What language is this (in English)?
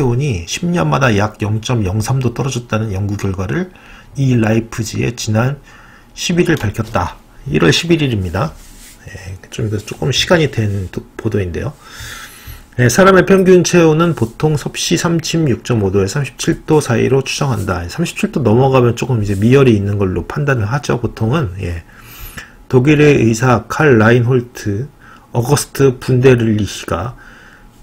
Korean